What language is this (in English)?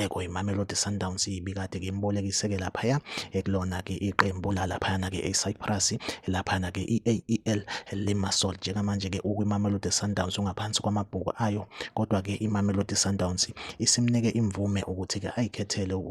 Zulu